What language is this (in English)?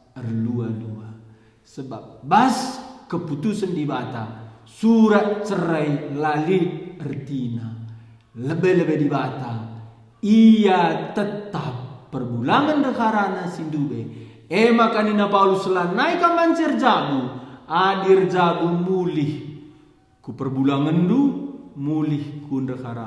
Batak Karo